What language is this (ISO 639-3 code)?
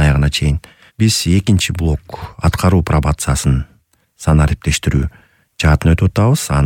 kir